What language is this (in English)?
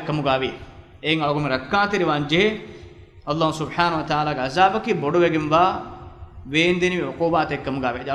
Divehi